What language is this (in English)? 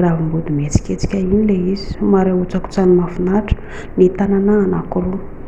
Malagasy